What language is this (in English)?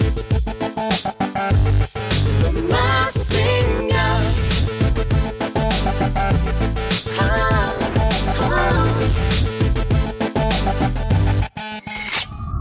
Burmese